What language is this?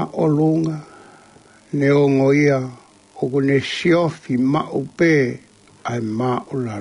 Tongan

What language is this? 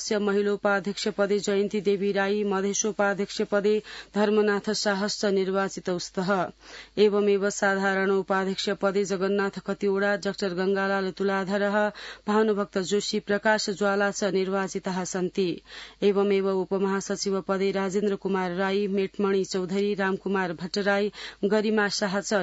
Sanskrit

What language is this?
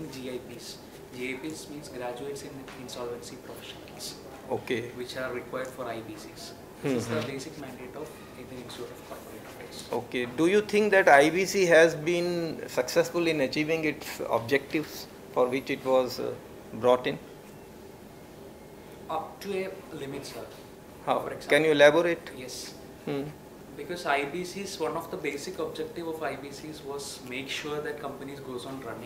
English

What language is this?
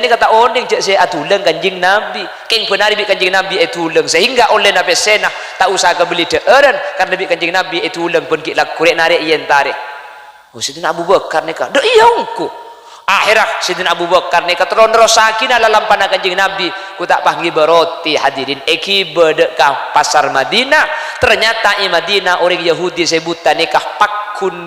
Madurese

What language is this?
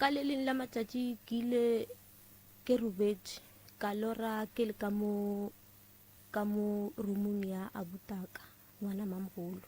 Northern Sotho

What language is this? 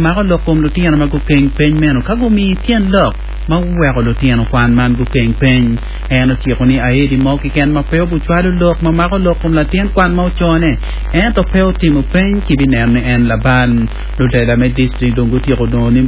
Acoli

